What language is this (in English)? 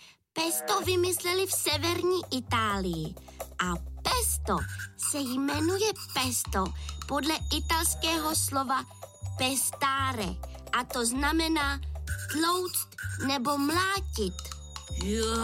Czech